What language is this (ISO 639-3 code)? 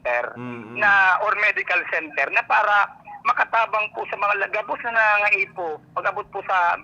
bik